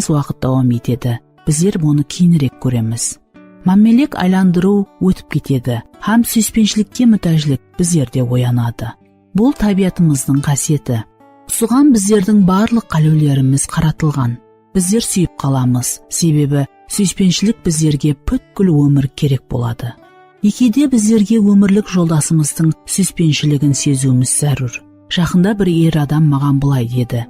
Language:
Kara-Kalpak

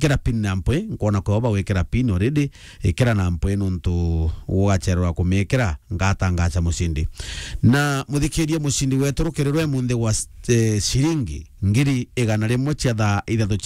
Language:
Meru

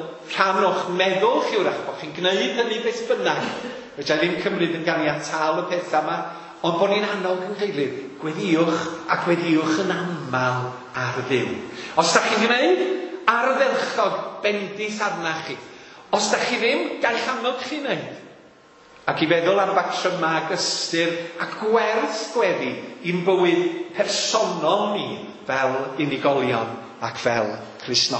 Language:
Welsh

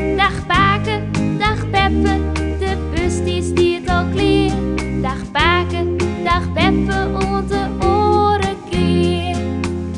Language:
Western Frisian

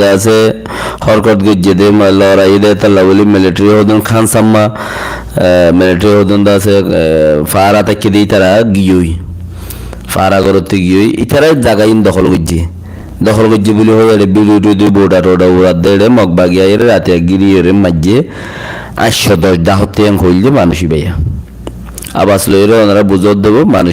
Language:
Rohingya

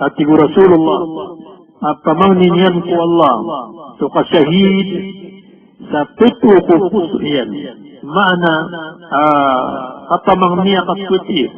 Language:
Maranao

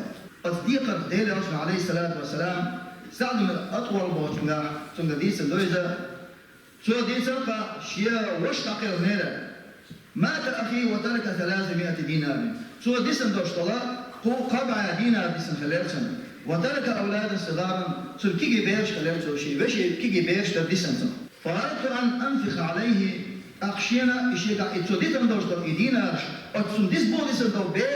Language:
Chechen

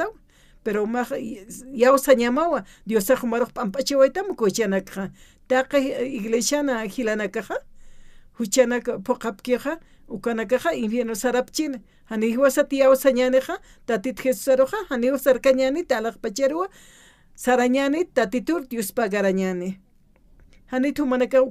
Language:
Aymara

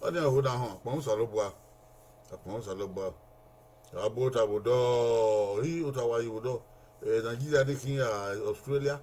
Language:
Bini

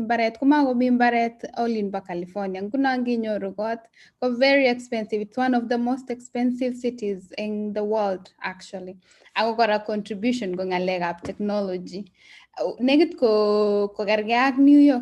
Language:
Kalenjin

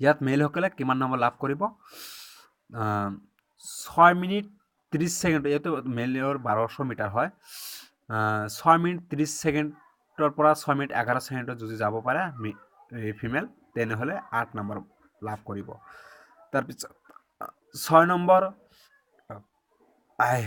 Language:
Assamese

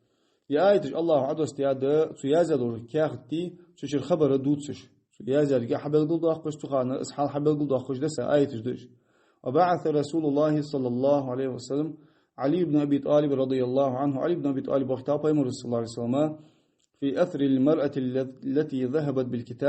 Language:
Ingush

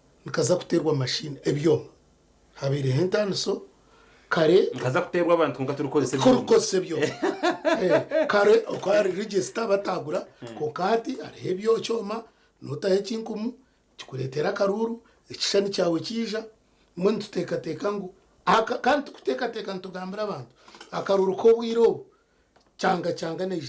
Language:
Nyankole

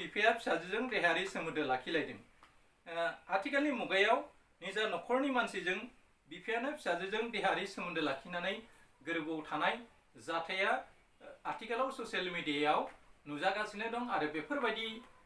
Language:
Bodo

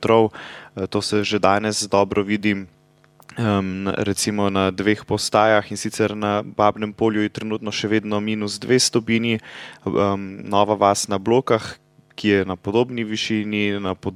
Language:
Slovenian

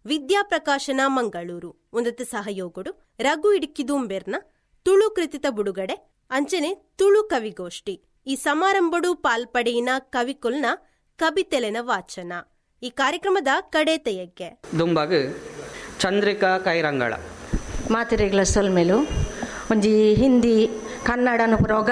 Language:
Tulu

